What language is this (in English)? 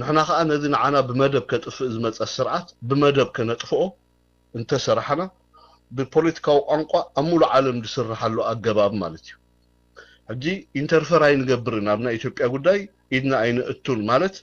Tigrinya